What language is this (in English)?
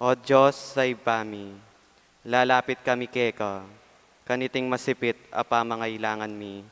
Pampanga